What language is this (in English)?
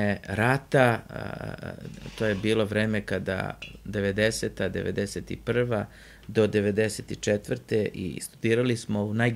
Serbian